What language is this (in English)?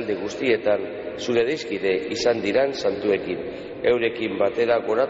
Basque